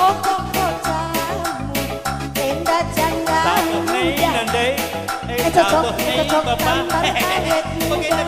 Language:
Batak Karo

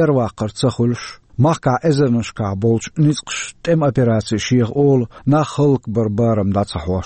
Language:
Chechen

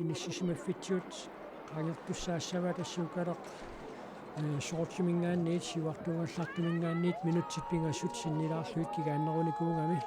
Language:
Kalaallisut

